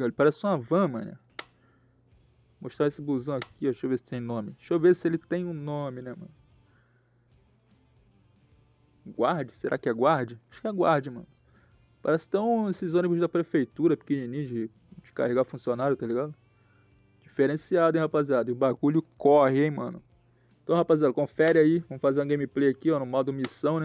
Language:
Portuguese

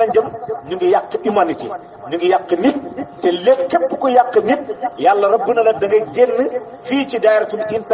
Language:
Wolof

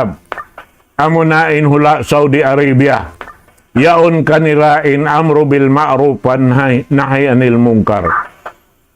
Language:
Tausug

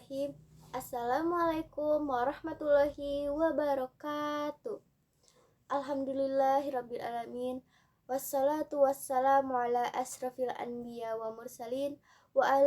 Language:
Sundanese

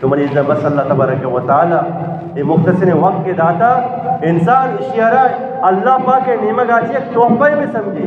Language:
Eastern Balochi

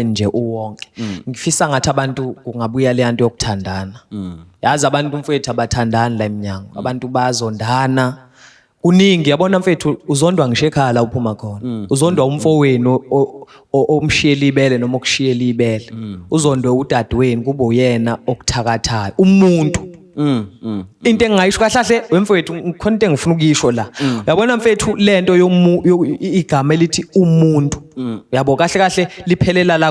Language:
Zulu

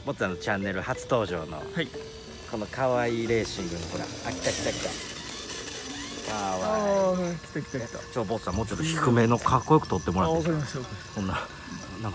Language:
Japanese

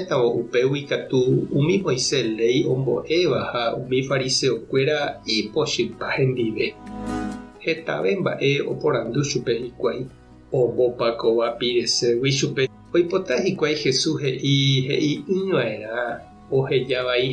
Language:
Guarani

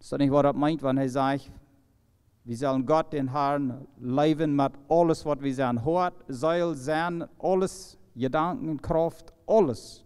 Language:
Plautdietsch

